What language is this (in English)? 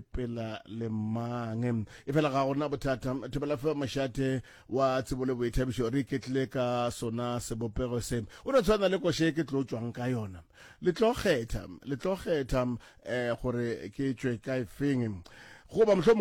Northern Sotho